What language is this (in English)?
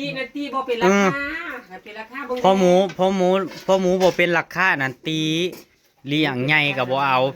Northeastern Thai